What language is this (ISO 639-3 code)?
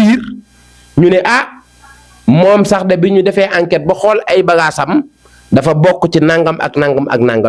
wol